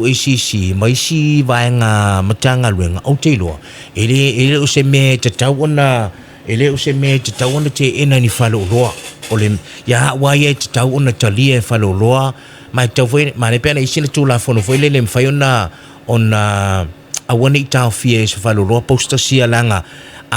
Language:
Samoan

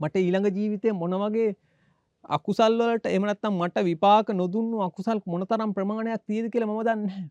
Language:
Sinhala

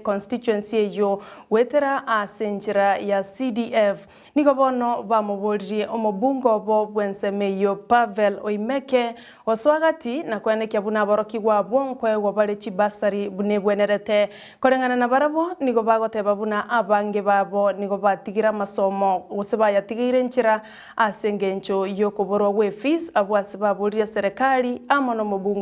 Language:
Gusii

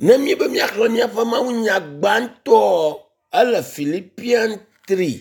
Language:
Ewe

